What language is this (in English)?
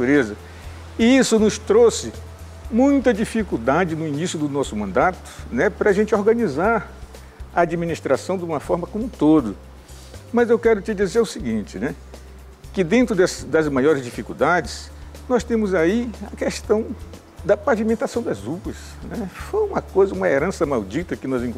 Portuguese